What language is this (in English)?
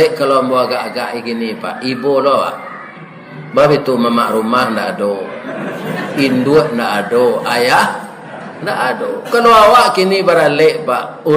Minangkabau